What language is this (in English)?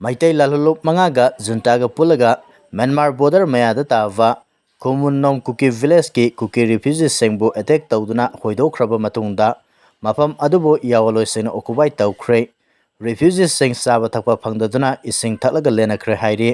Manipuri